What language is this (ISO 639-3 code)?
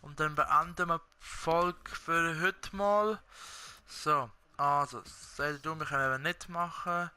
gsw